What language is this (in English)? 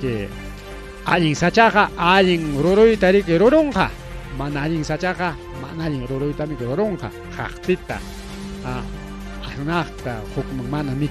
Ayacucho Quechua